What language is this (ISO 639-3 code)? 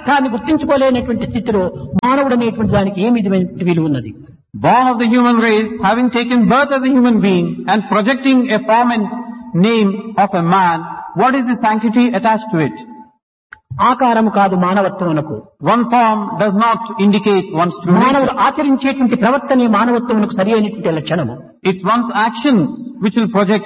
tel